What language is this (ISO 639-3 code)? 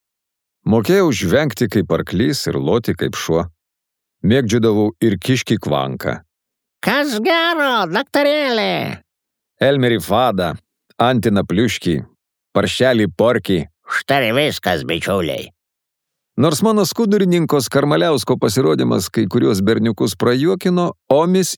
lit